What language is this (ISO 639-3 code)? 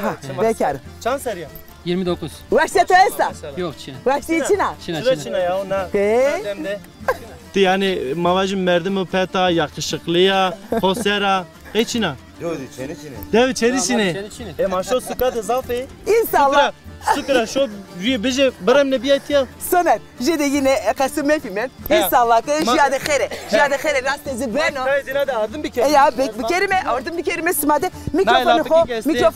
zza